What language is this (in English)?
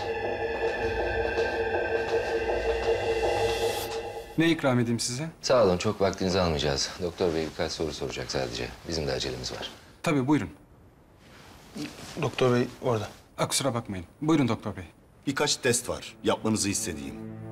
Turkish